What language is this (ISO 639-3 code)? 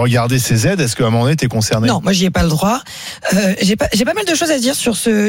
fra